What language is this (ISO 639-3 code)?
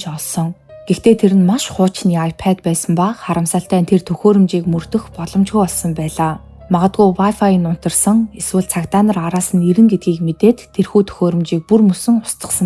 mon